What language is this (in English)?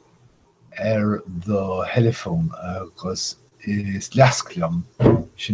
Irish